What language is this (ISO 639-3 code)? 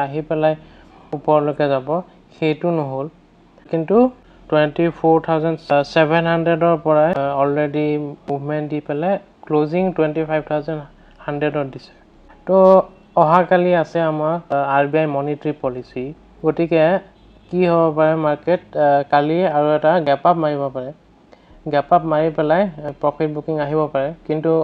asm